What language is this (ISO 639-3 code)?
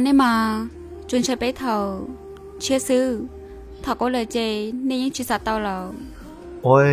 hmn